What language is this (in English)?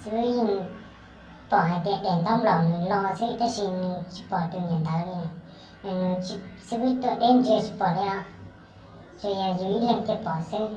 Hmong